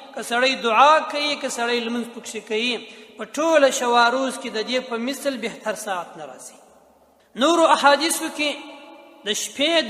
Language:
Pashto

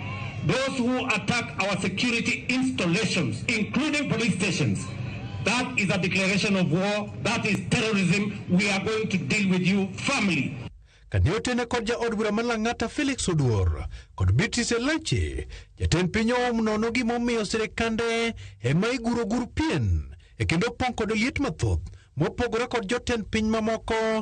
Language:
Luo (Kenya and Tanzania)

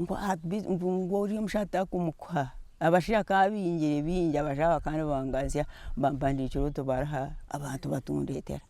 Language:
Nyankole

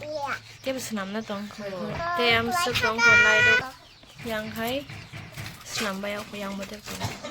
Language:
Kok Borok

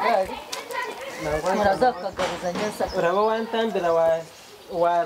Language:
Kinyarwanda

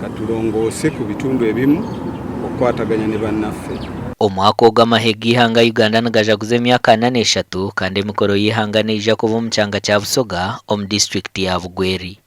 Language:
Nyankole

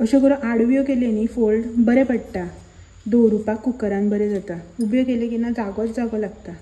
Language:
Konkani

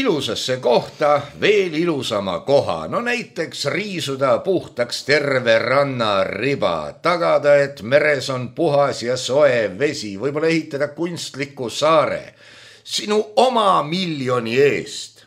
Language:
Estonian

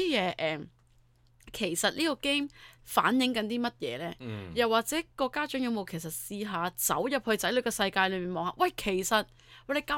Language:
Cantonese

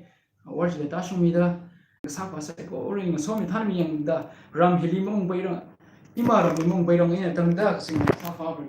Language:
Tangkhul Naga (India)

